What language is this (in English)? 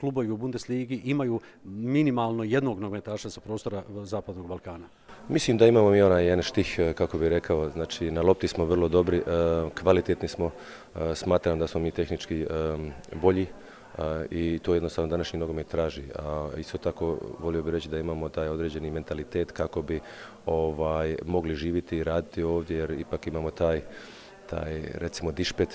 Bosnian